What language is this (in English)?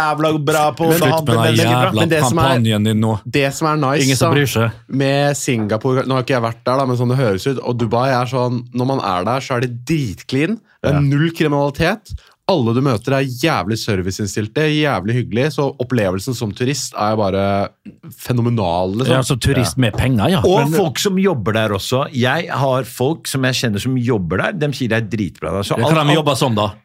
Norwegian